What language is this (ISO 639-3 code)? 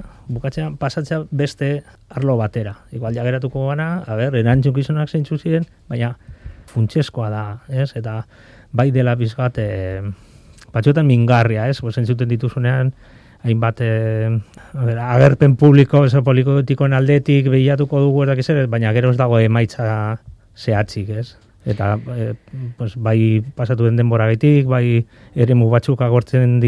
eus